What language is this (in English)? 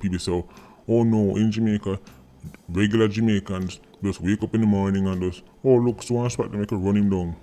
Jamaican Creole English